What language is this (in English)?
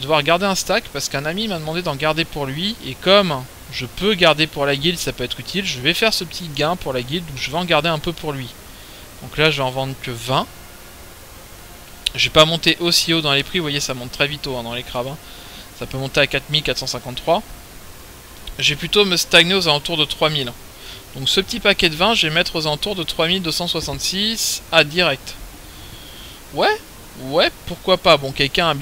French